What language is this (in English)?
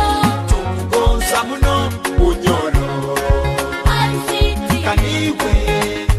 Nyoro